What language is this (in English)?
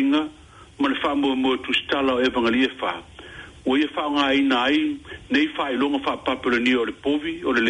Samoan